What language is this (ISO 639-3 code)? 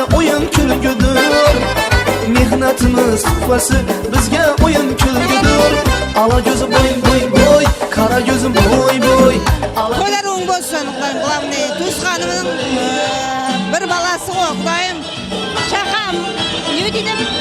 kaa